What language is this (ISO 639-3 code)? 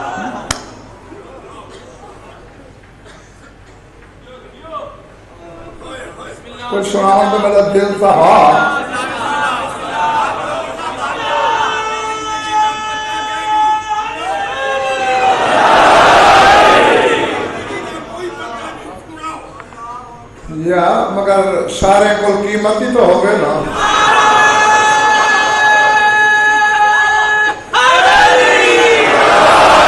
urd